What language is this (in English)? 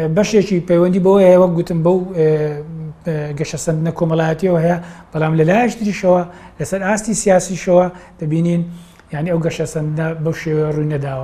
Central Kurdish